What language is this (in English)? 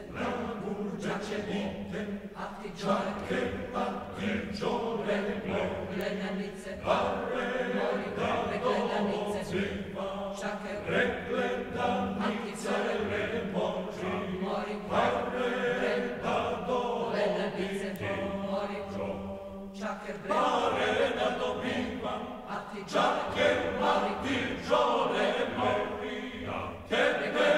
Serbian